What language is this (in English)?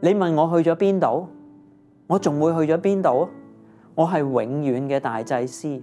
Cantonese